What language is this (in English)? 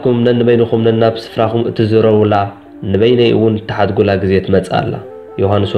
Tigrinya